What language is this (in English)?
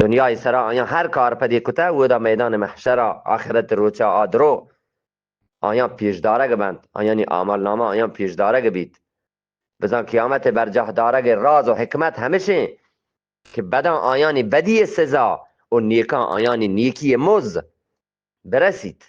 Eastern Balochi